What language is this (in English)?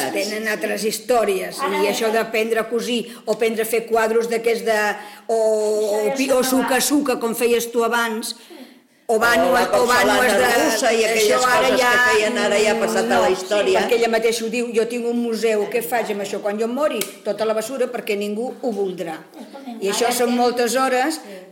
Catalan